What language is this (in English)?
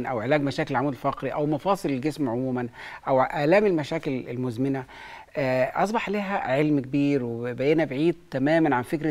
Egyptian Arabic